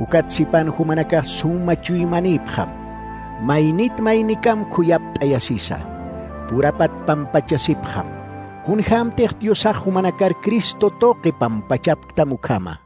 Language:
Aymara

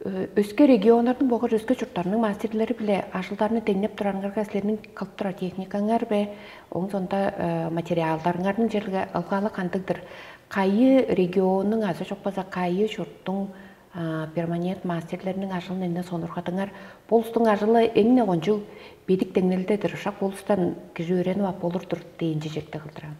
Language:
Tuvinian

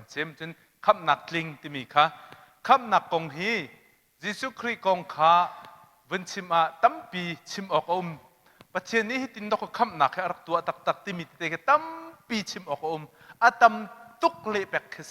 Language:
Hakha Chin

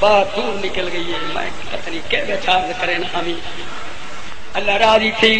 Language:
Saraiki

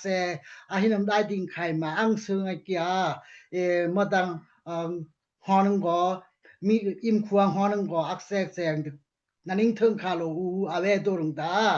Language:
Daai Chin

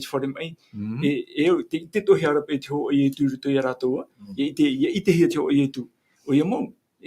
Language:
Tahitian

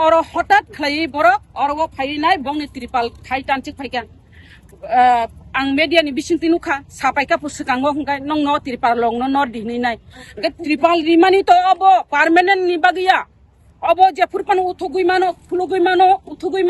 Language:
Kok Borok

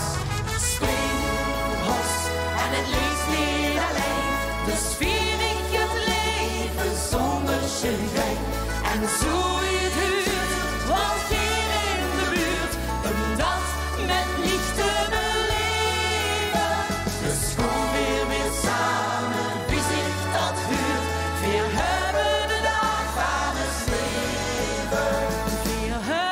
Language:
Limburgish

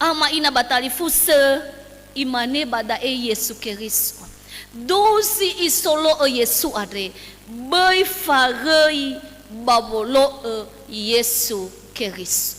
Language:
Nias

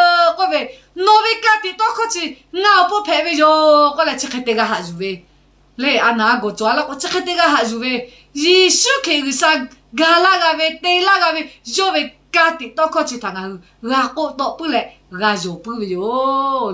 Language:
Lahu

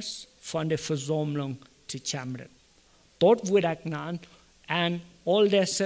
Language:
Plautdietsch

